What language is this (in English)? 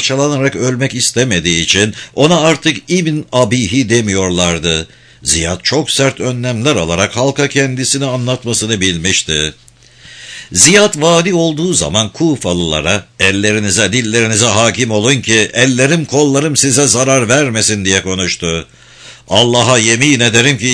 Turkish